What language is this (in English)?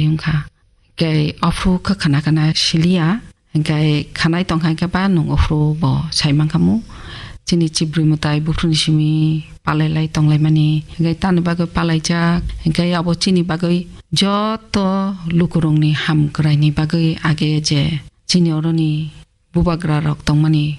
Kok Borok